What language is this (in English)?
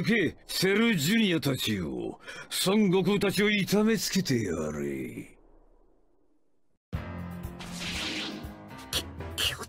Japanese